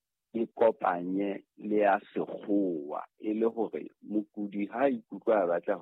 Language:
Southern Sotho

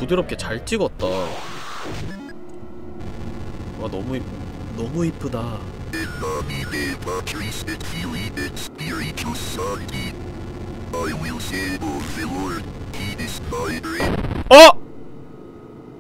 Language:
Korean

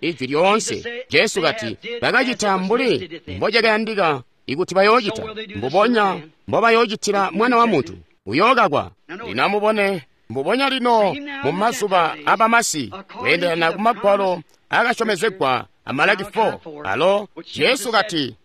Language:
Tonga (Zambia)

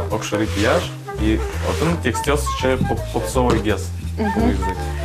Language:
Udmurt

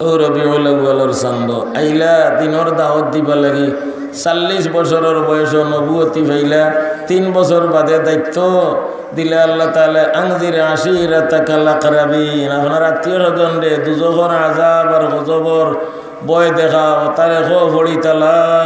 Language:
Sylheti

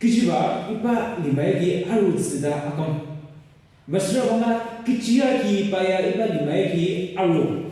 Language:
Ao Naga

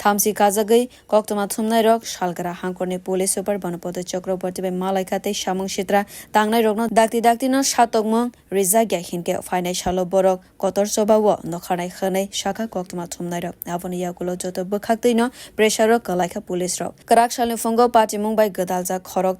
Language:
Kok Borok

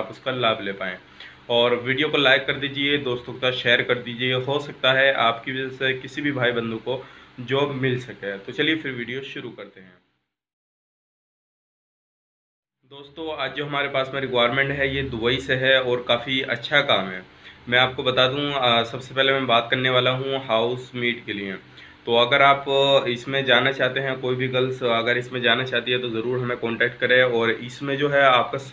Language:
Hindi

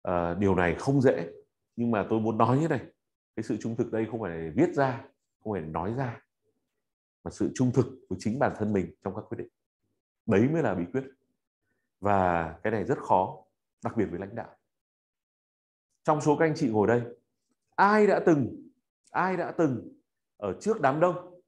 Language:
Vietnamese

